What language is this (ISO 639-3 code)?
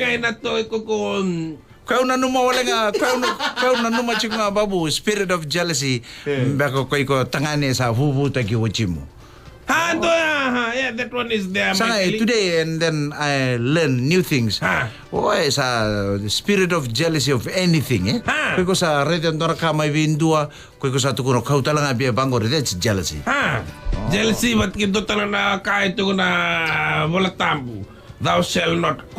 fij